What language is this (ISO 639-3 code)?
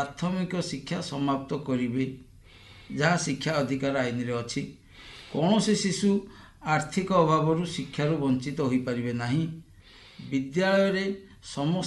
ori